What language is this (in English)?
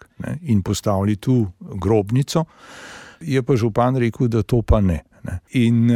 Slovenian